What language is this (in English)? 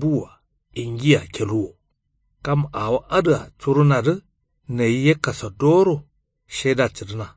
Kanuri